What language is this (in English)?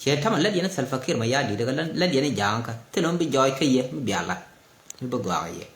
Nuer